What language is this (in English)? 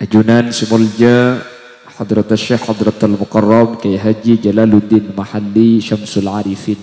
Madurese